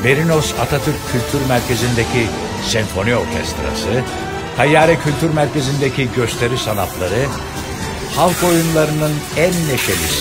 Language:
Turkish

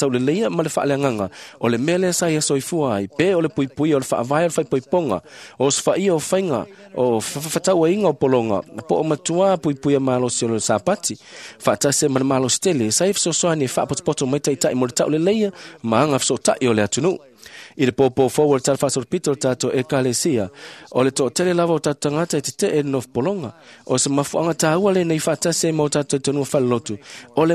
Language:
Samoan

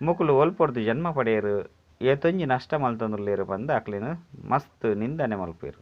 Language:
Tulu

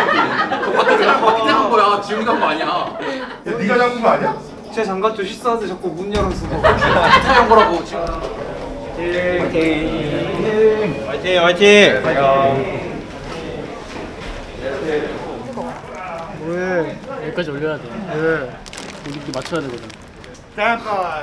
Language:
Korean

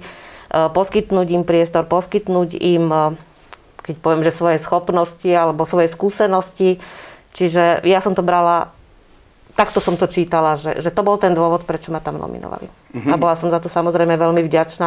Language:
Slovak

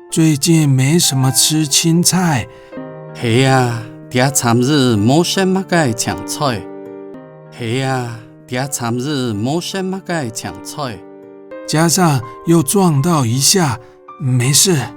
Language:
Hakka Chinese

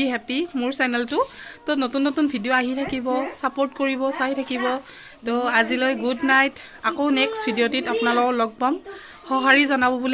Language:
Assamese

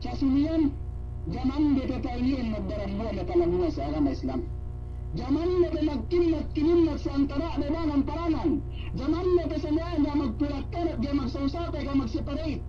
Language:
Yakan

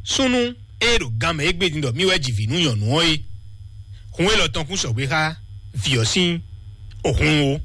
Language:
Fon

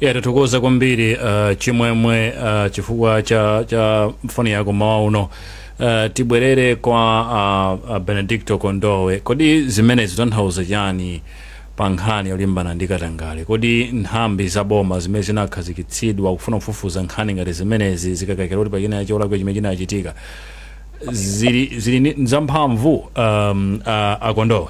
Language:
Nyanja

